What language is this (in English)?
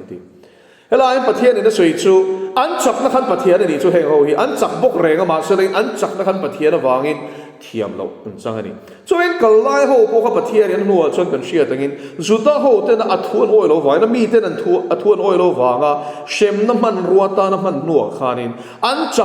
Mizo